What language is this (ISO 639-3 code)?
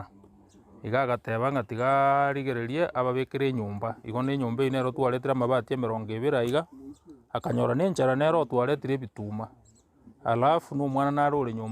guz